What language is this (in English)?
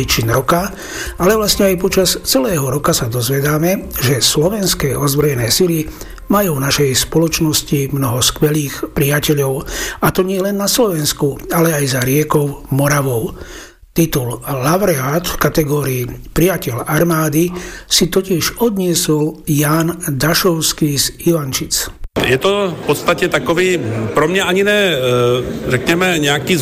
Slovak